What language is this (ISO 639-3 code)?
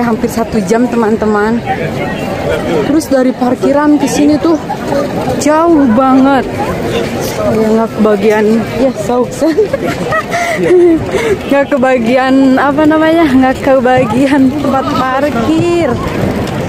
ind